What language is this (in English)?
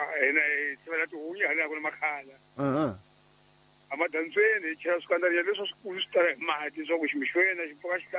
Tsonga